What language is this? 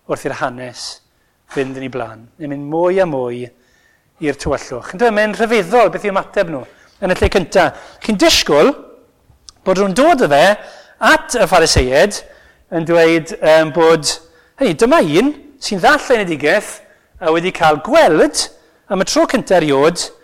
Welsh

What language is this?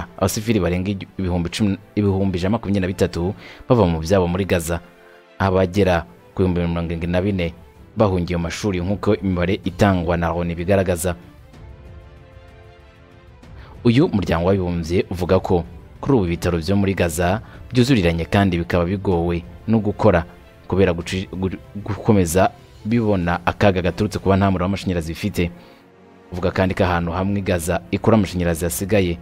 Kinyarwanda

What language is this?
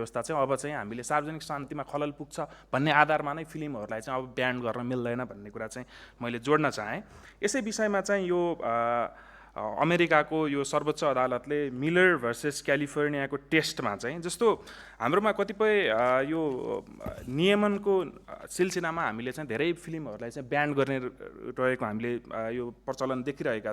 Nepali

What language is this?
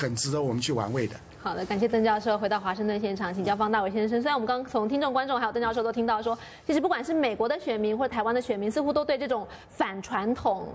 Chinese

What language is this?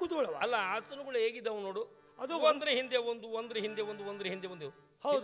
Kannada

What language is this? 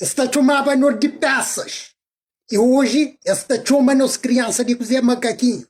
Kabuverdianu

